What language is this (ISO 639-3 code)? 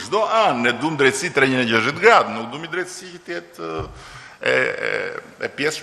sqi